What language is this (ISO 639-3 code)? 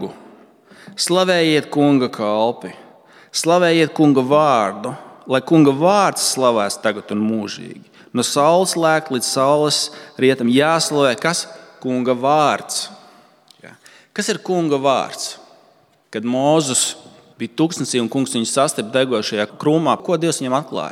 lav